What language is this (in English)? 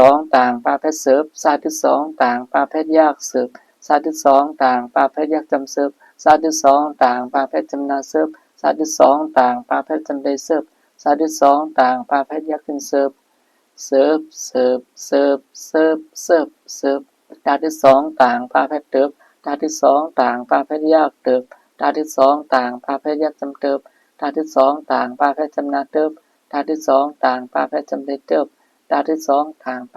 Shan